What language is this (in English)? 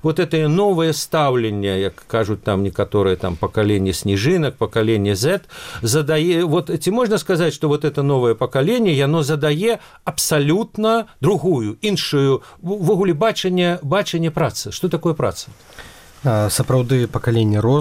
Belarusian